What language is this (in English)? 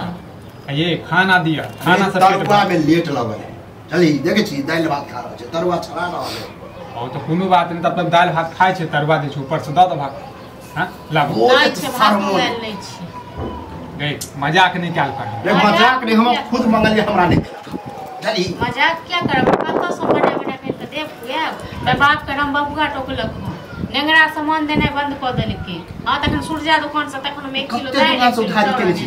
Maithili